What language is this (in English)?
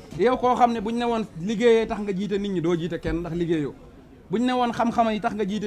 Wolof